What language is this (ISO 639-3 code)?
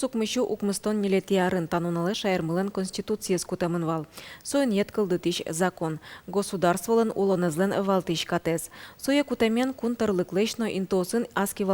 udm